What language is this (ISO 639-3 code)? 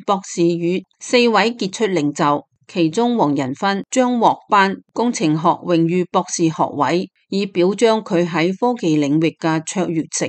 yue